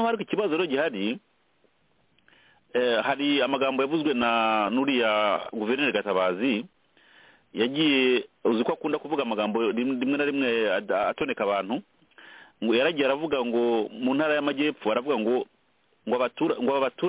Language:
Kinyarwanda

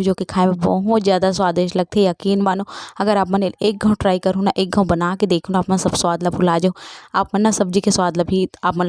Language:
Chhattisgarhi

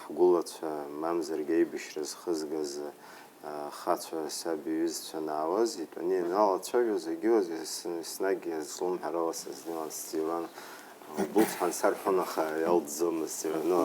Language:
Abkhazian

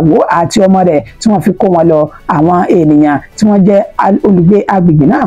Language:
Yoruba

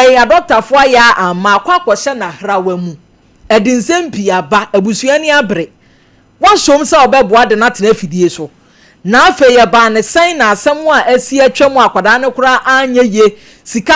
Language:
Akan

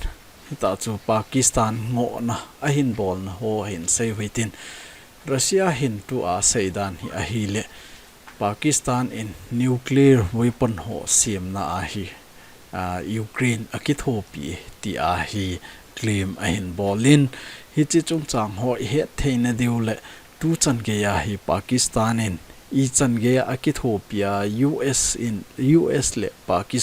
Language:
Thado Chin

